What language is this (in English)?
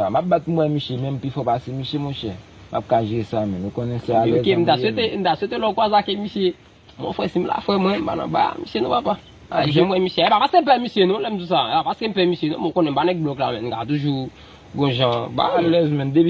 Haitian Creole